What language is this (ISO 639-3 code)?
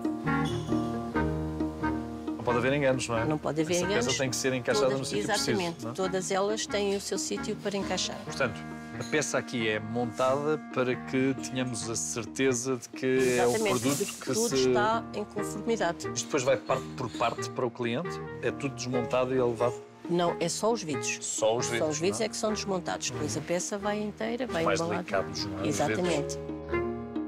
por